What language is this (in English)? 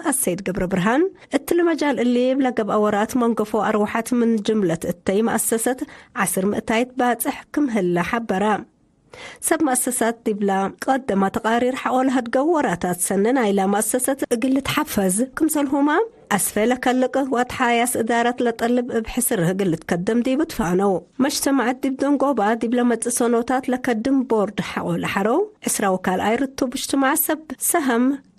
Tigre